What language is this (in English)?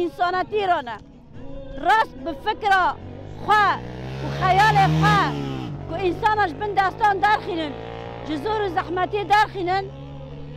Kurdish